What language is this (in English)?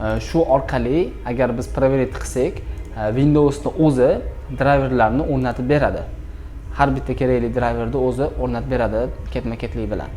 Uzbek